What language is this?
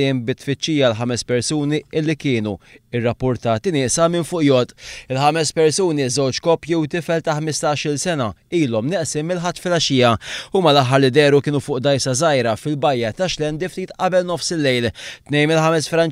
Maltese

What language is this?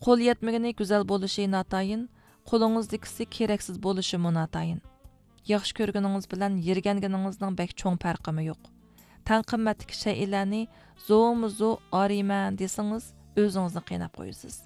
Uyghur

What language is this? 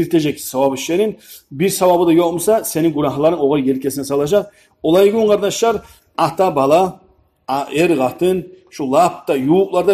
Kumyk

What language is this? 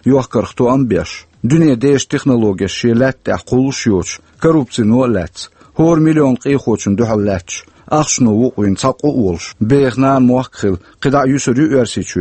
Chechen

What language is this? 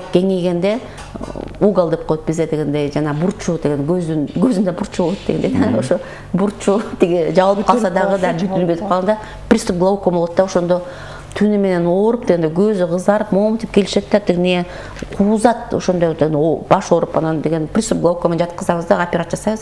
Kyrgyz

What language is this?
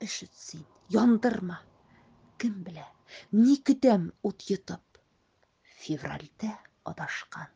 Tatar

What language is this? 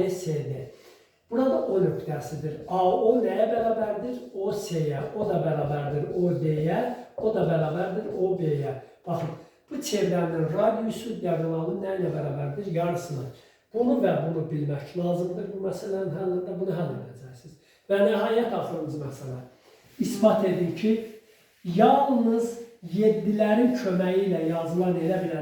Azerbaijani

